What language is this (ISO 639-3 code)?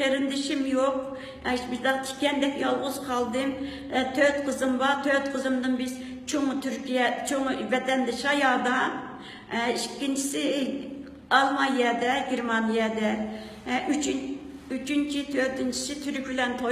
uig